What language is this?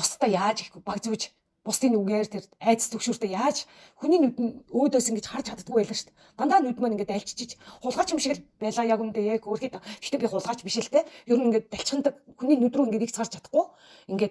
Mongolian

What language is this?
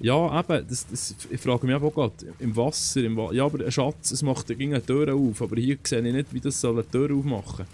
Swiss German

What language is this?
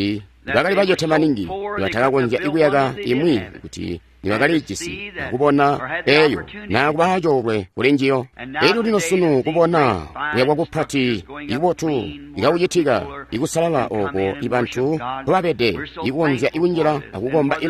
Tonga (Zambia)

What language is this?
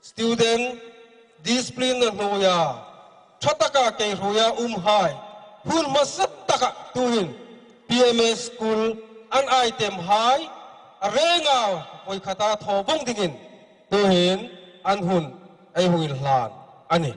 Hmar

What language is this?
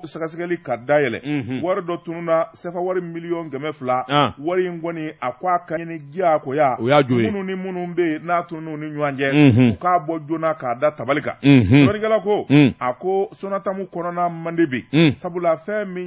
Bambara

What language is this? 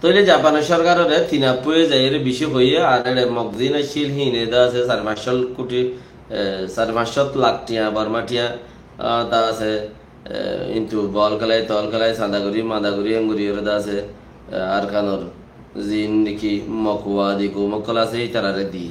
Rohingya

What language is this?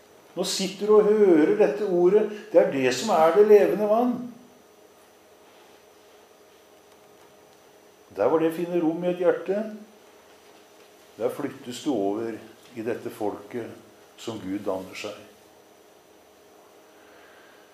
Norwegian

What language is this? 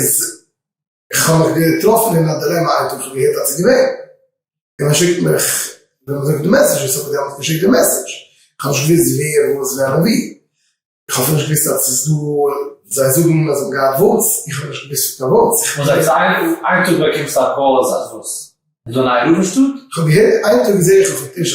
Yiddish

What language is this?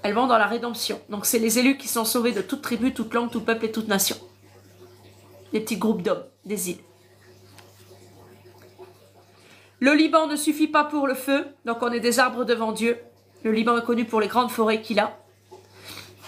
French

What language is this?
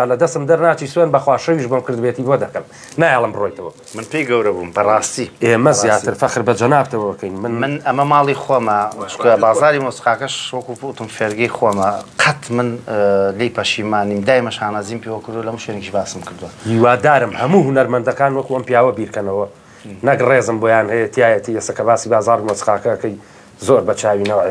Central Kurdish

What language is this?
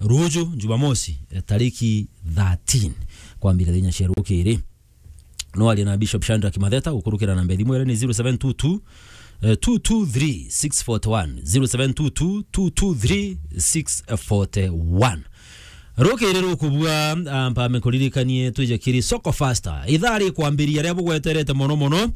Meru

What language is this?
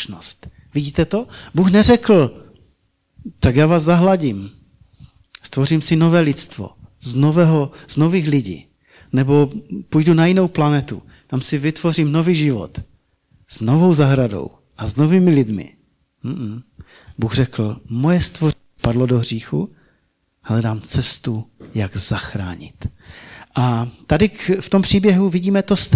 Czech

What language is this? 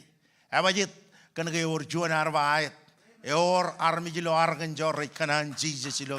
Marshallese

